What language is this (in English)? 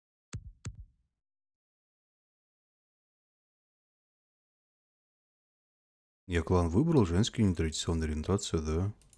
Russian